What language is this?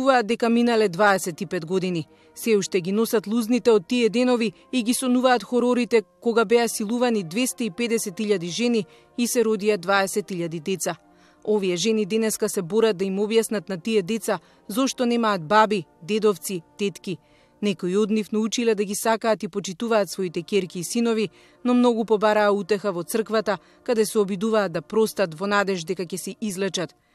Macedonian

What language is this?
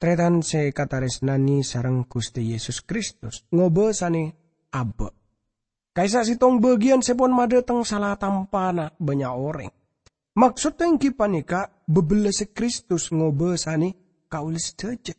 Madurese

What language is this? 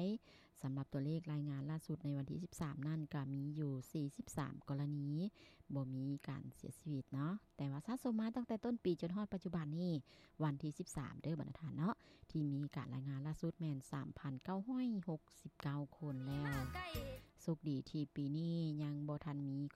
Lao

